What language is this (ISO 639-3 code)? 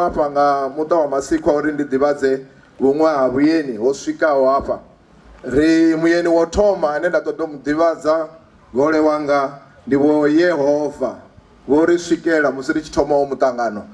ven